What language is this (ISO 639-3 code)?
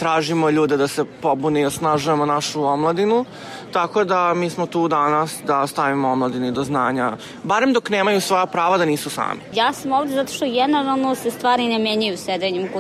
srp